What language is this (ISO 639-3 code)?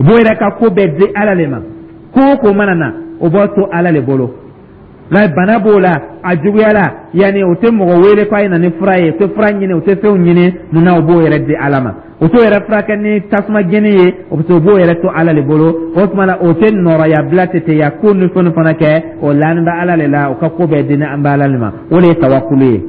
dyu